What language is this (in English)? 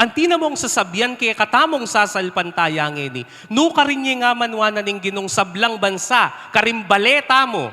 Pampanga